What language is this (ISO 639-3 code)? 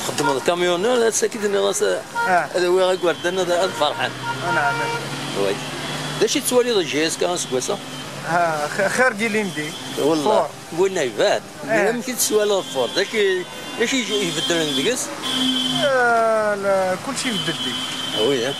kab